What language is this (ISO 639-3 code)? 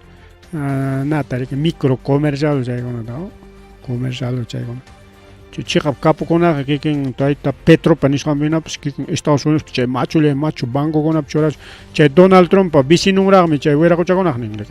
quy